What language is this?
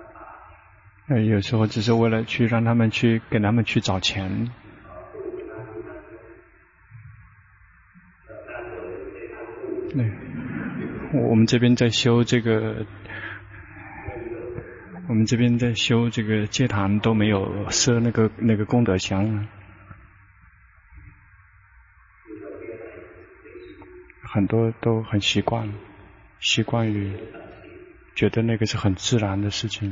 Chinese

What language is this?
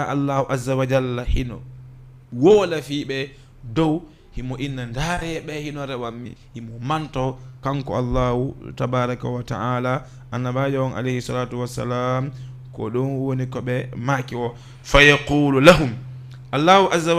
Fula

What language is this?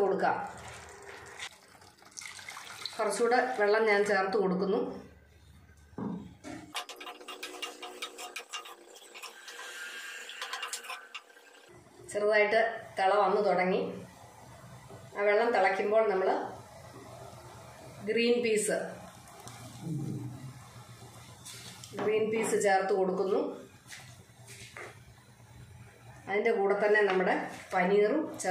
Malayalam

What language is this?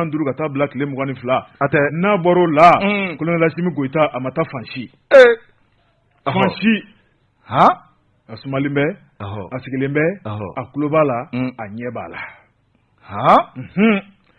Bambara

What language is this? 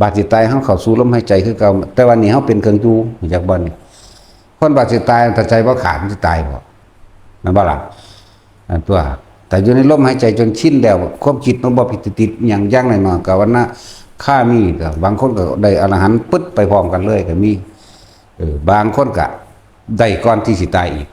Northeastern Thai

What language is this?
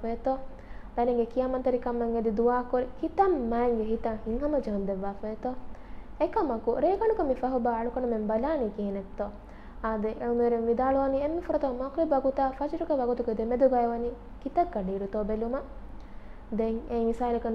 Divehi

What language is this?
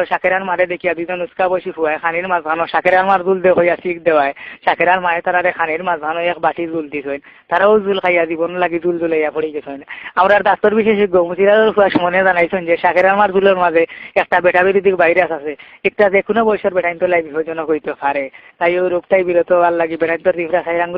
Sylheti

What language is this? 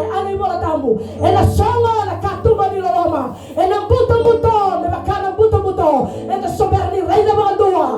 Fijian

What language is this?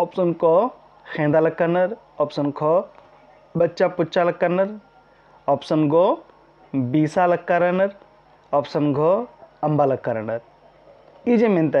Kurukh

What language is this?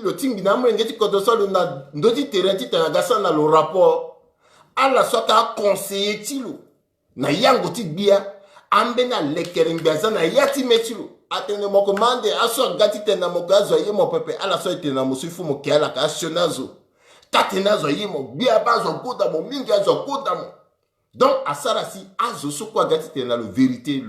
Sango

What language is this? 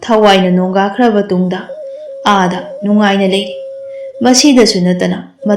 Manipuri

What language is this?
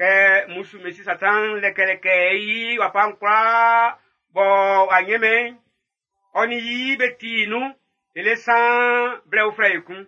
Baoulé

